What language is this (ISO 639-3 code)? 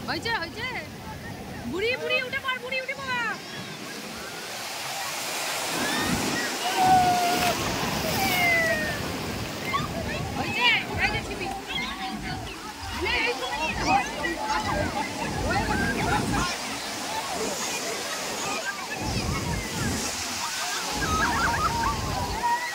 ben